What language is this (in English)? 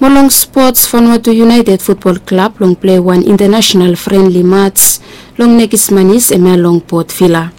Bislama